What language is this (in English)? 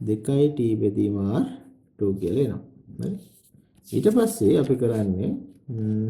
Sinhala